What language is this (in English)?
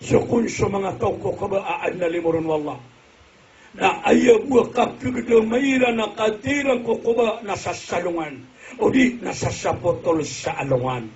Maranao